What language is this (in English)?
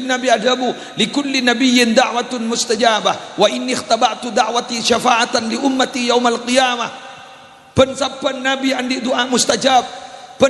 Madurese